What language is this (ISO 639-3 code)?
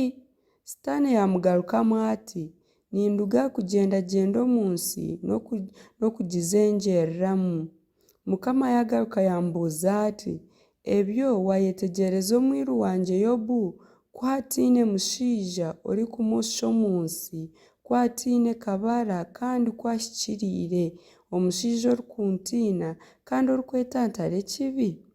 nyn